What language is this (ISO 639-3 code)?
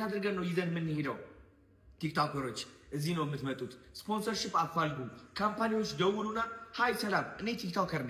amh